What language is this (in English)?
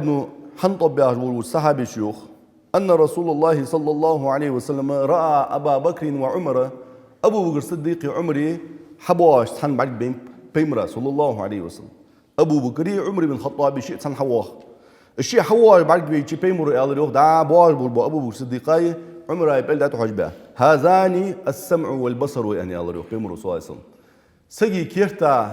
Ingush